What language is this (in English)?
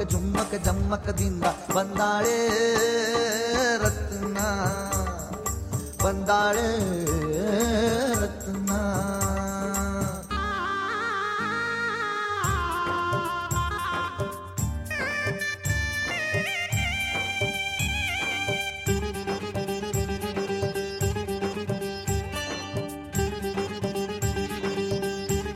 Kannada